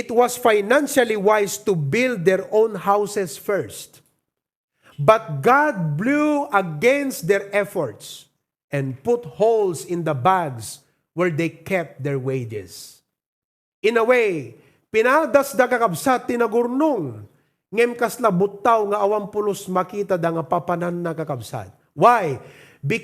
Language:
Iloko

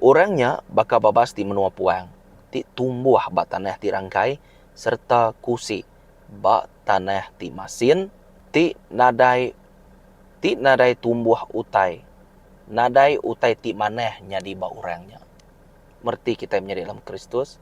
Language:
Iban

